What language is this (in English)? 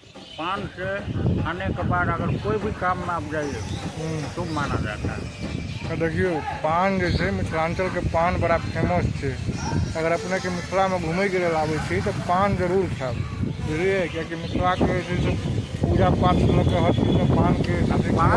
Maithili